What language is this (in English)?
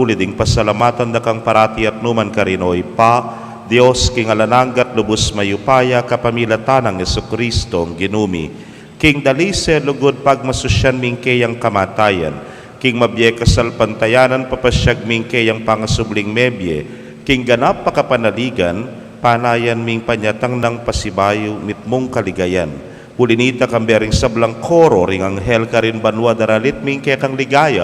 Pampanga